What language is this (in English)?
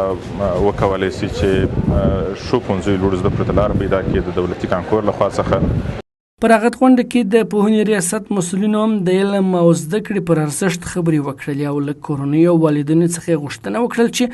Pashto